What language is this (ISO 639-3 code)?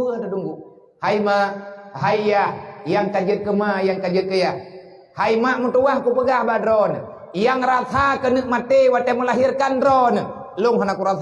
ace